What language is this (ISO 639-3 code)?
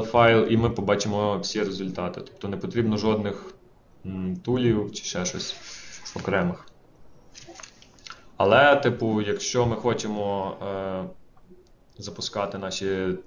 ukr